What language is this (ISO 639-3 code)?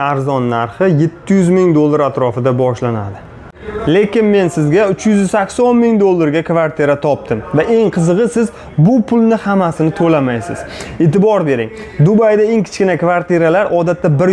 uzb